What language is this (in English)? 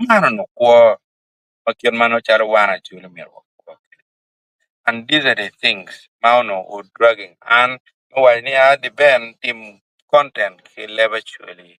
Acoli